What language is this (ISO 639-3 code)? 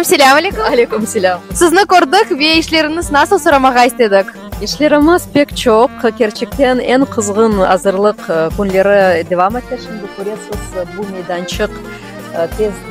crh